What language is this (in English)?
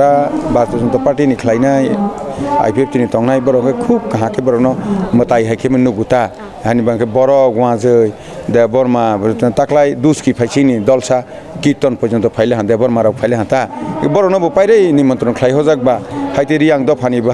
Kok Borok